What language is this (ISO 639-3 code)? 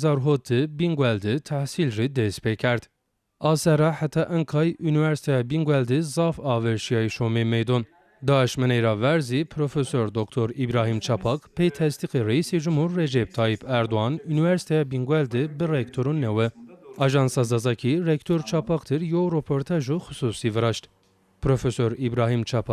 zza